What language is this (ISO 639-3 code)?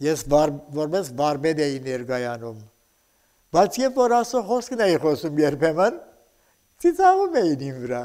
hye